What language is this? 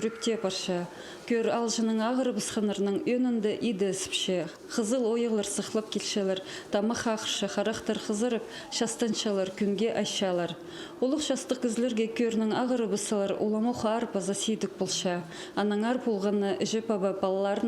Khakas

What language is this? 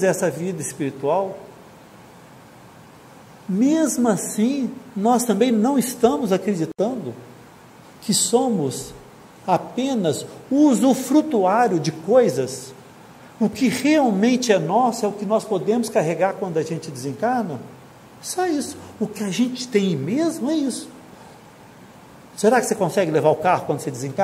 Portuguese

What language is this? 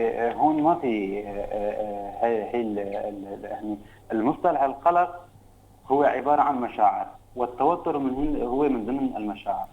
North Levantine Arabic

